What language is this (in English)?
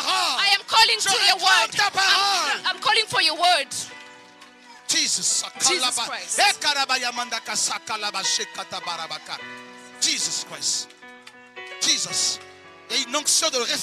French